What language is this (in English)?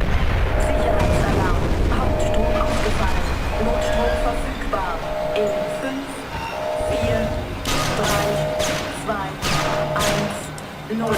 Bavarian